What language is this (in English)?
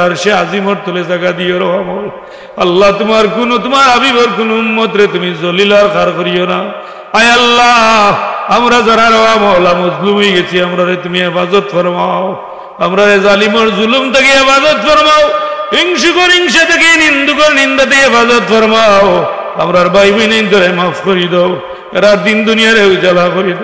Sylheti